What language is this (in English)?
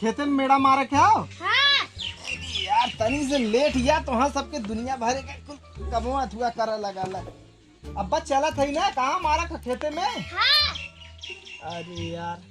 Awadhi